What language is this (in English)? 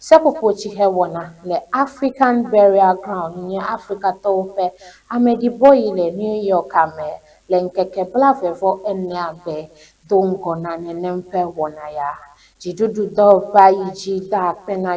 Ewe